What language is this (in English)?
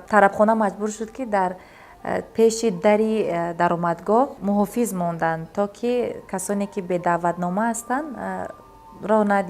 Tajik